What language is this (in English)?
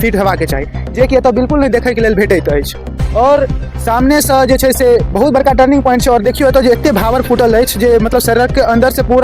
Maithili